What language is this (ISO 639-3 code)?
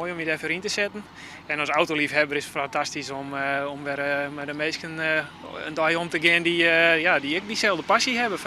fry